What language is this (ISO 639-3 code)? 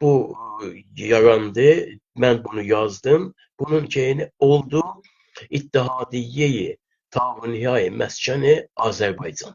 azb